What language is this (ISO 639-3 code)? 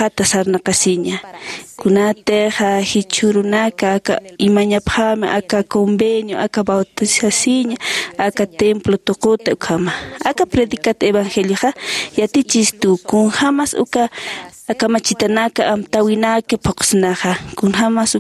aym